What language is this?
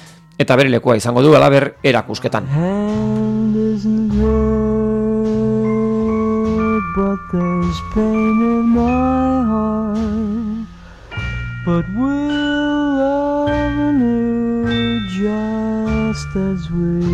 Basque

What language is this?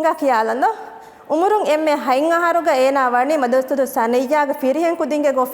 Divehi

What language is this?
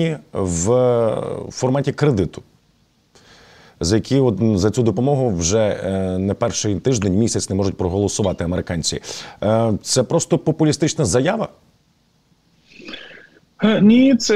Ukrainian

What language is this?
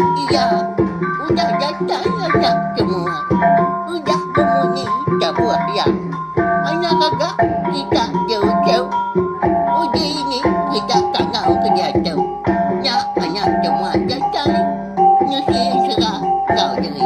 Iban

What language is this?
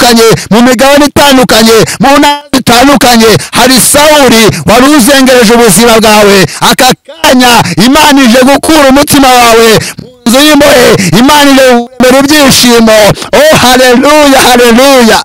Kinyarwanda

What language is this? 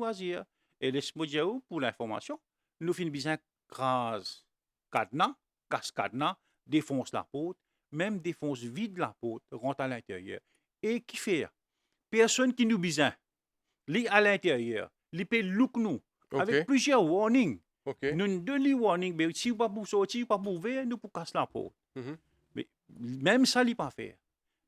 Morisyen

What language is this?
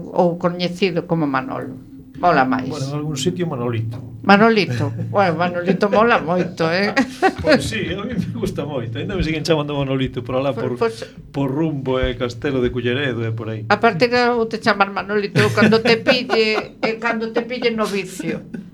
Galician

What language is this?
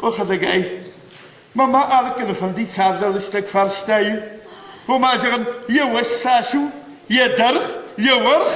Ossetic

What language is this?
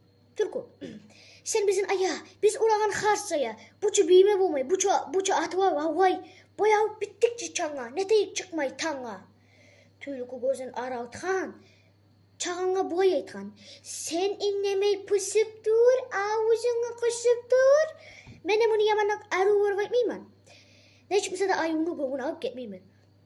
Kumyk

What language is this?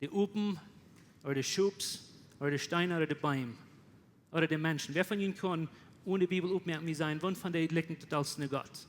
Plautdietsch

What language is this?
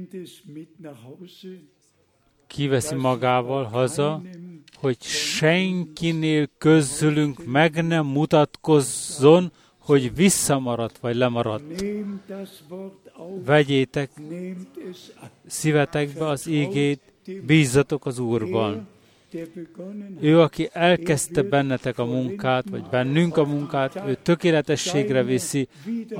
Hungarian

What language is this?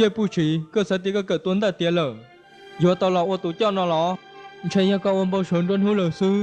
Hmong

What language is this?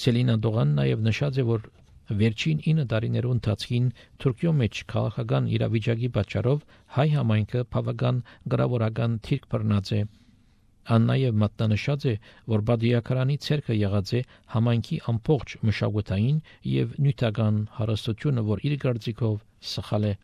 Armenian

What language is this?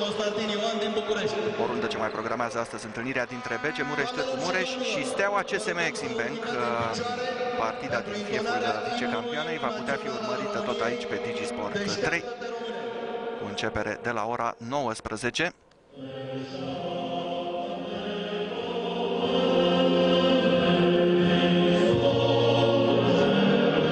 Romanian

